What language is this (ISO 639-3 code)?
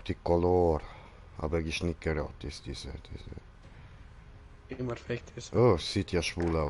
gsw